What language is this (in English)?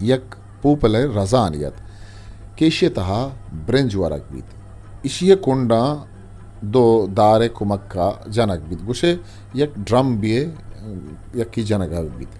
Eastern Balochi